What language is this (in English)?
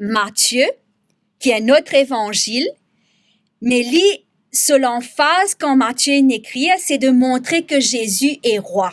Morisyen